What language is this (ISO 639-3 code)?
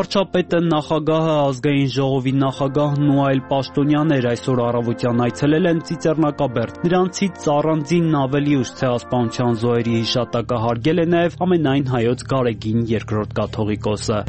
hye